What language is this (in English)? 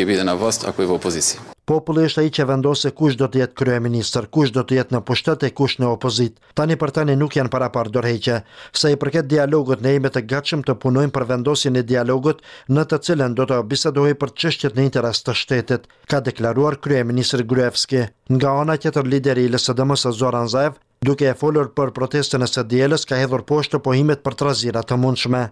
Albanian